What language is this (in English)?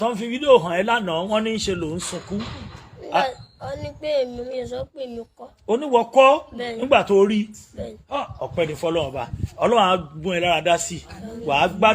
Yoruba